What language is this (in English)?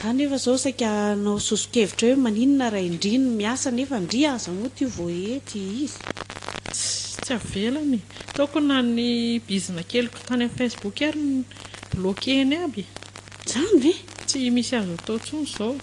Malagasy